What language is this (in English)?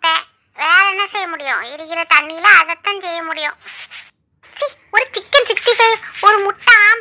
Tamil